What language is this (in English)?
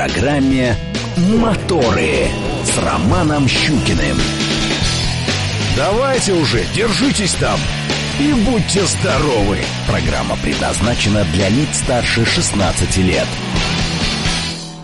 Russian